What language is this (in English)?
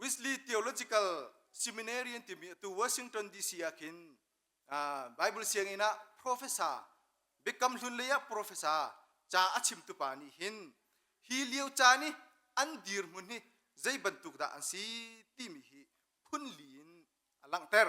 Hakha Chin